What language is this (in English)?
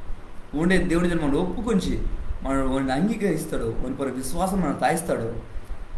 Koya